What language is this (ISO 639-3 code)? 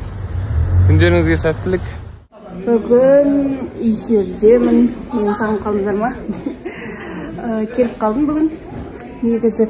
kaz